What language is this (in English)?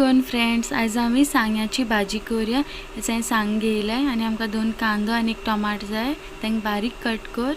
Konkani